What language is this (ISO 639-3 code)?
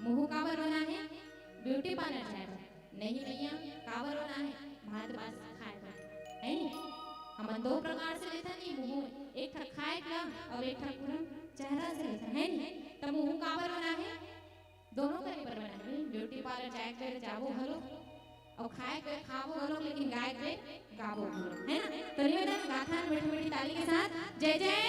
hne